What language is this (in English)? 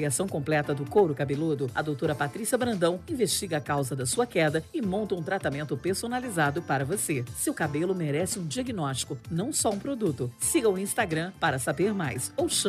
Portuguese